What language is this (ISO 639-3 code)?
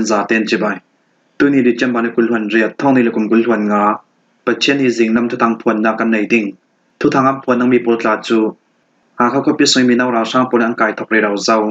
cfm